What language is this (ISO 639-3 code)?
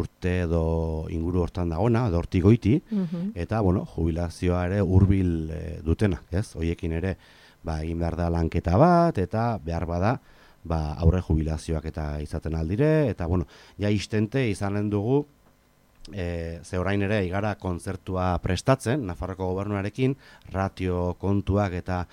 eus